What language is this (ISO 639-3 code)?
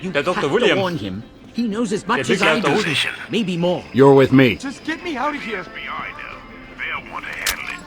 bar